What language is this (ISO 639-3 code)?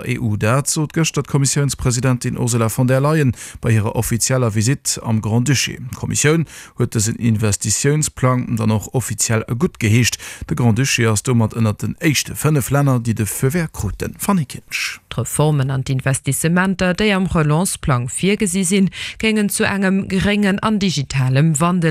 ltz